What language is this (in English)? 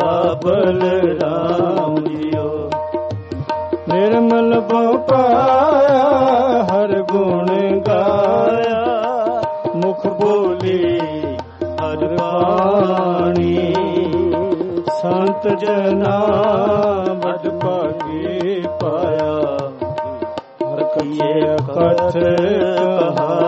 Punjabi